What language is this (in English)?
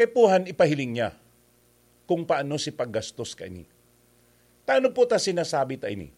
Bikol